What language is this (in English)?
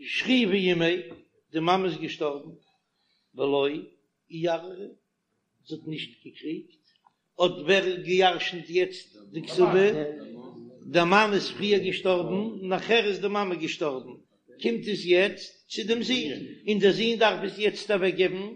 Yiddish